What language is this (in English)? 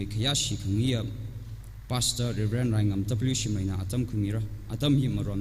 Tangkhul Naga (India)